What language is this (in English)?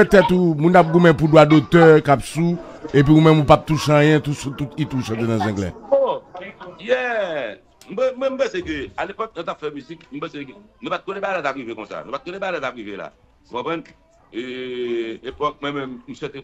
Haitian Creole